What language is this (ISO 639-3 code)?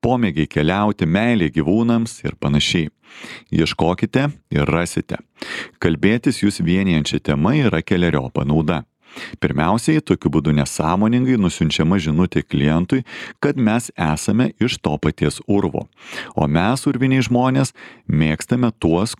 lit